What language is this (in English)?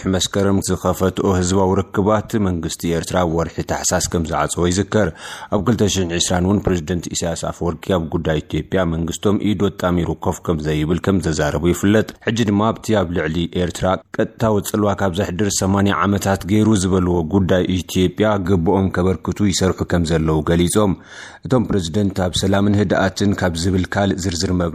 Tigrinya